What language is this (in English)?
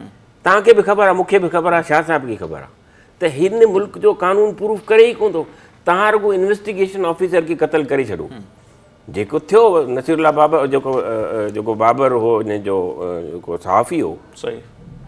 Sindhi